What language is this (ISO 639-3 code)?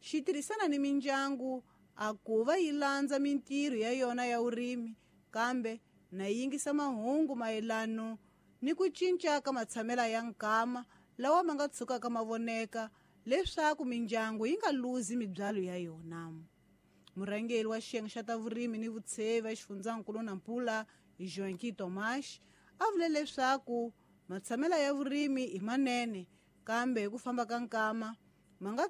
tso